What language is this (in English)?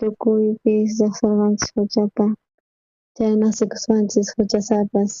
South Bolivian Quechua